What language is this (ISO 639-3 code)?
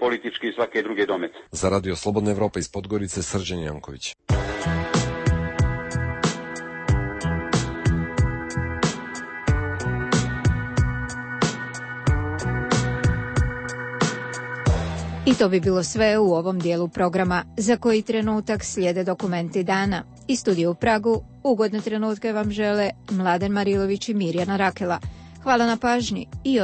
srp